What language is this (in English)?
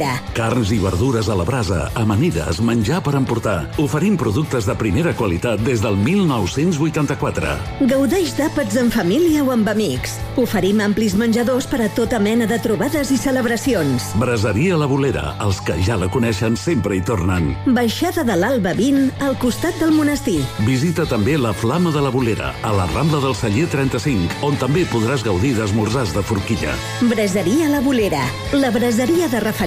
Catalan